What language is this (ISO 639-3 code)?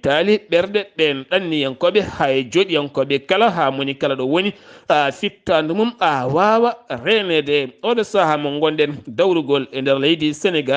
ful